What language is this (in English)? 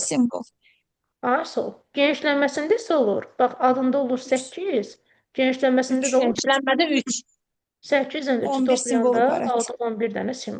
Azerbaijani